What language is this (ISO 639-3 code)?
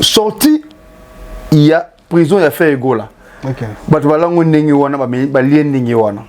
lin